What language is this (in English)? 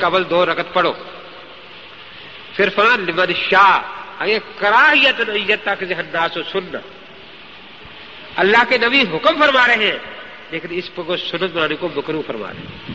Urdu